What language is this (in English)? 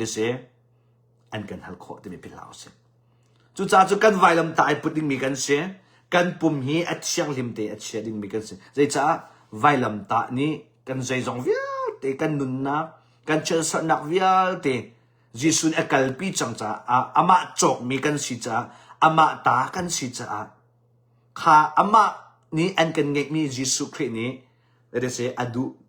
Hakha Chin